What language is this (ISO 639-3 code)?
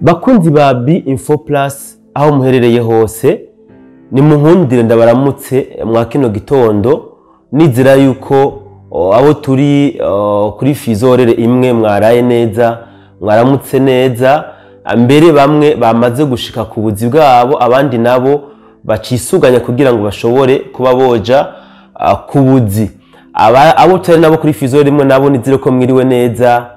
run